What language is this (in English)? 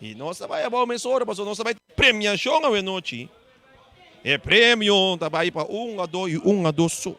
Papiamento